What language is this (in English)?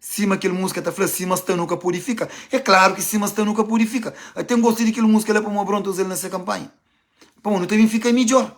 Kabuverdianu